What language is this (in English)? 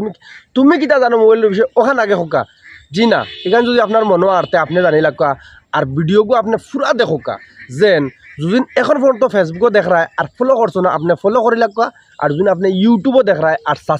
Sylheti